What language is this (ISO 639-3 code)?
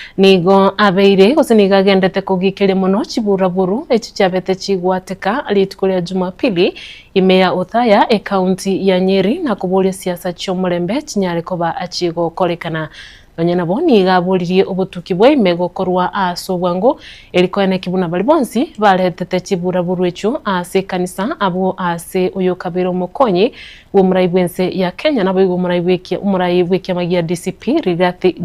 guz